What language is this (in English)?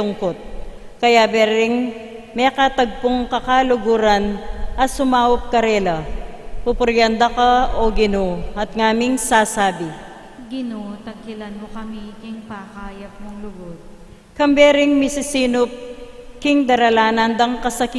Pampanga